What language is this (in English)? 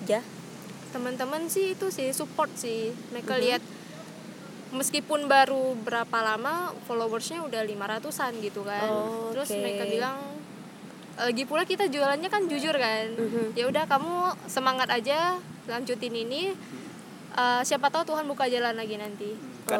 Indonesian